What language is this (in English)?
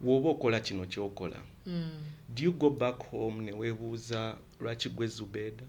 Ganda